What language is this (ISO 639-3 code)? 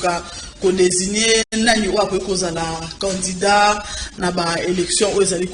lin